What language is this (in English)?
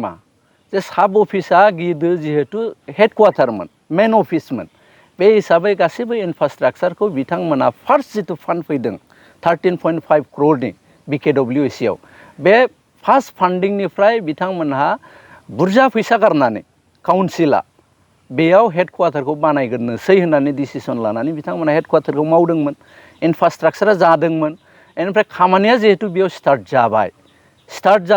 Bodo